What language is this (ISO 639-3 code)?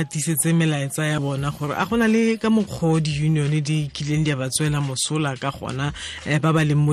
tsn